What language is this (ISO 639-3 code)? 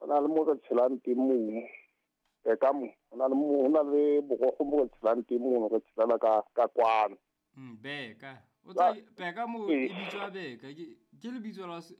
sot